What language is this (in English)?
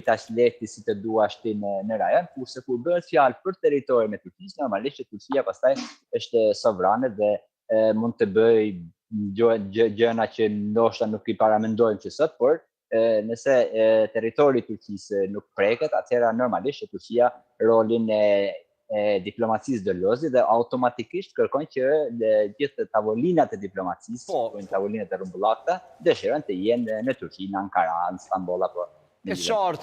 Albanian